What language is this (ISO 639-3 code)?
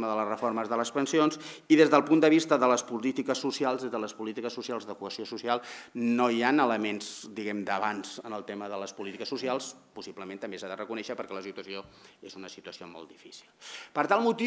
cat